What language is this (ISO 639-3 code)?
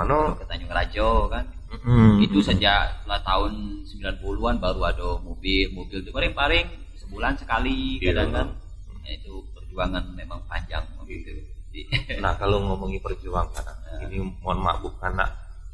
mui